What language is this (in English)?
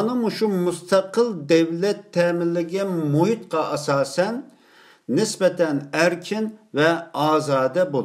Uyghur